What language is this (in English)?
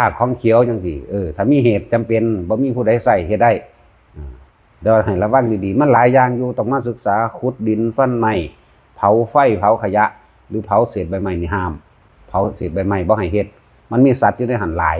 Northeastern Thai